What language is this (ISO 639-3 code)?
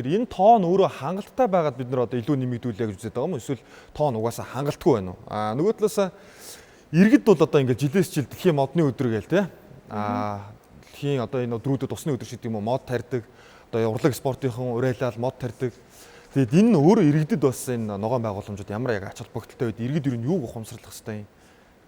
mon